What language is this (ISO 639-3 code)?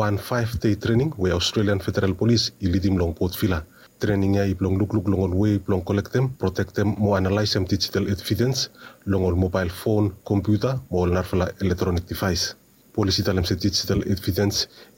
bis